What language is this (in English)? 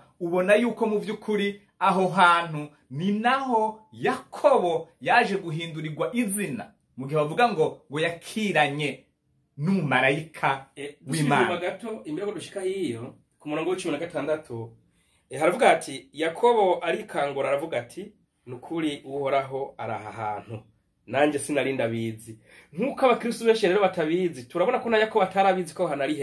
Rundi